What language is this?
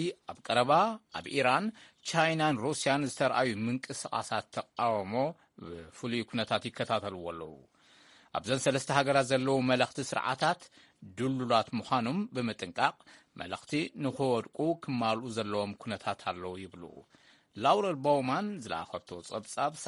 Tigrinya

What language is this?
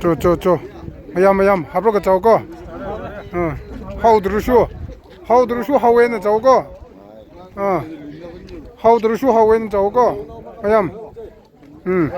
Tangkhul Naga (India)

